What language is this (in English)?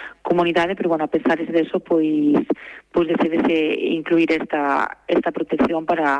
Galician